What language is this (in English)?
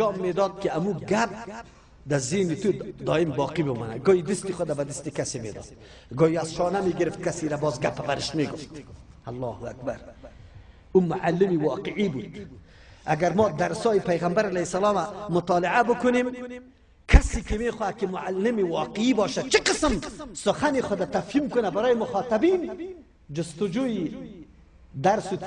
Persian